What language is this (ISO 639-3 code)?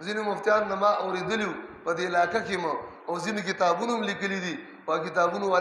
pus